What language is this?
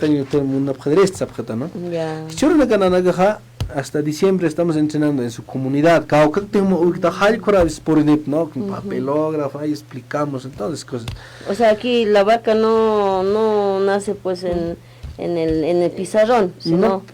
Aymara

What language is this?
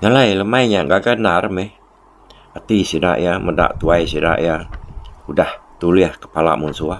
Iban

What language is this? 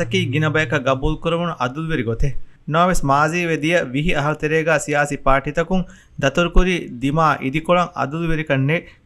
Divehi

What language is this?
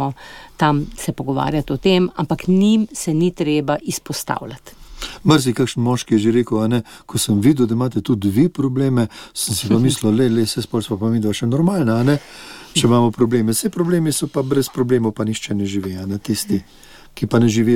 Slovenian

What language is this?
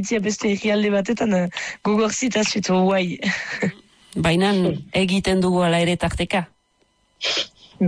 Basque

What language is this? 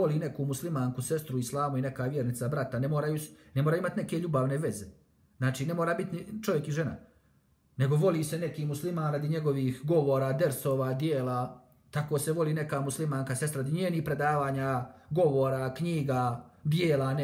Bosnian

